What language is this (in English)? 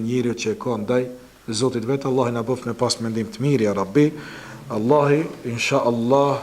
Albanian